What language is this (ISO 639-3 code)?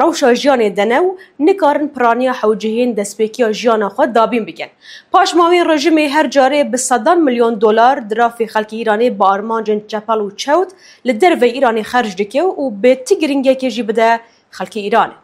kur